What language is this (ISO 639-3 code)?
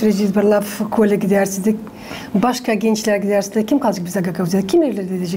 gag